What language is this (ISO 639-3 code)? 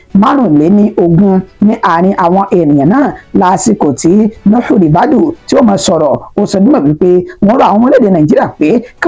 yor